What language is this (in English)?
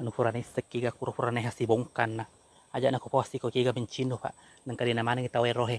Buginese